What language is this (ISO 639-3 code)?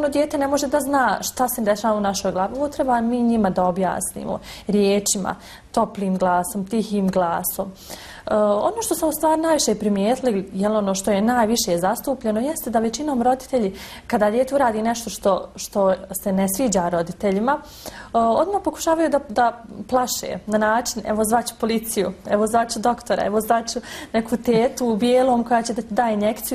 bos